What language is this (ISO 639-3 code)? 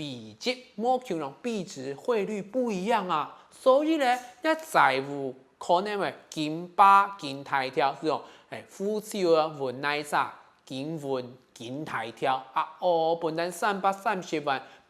hak